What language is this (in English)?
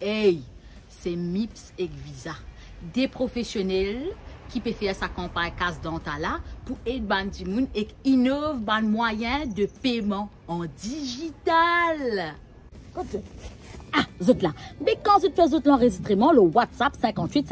Morisyen